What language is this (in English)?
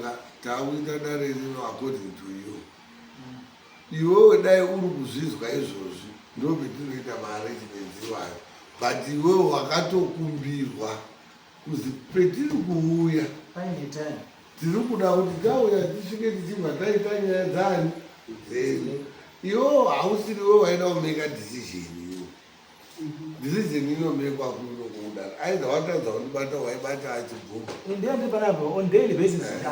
Shona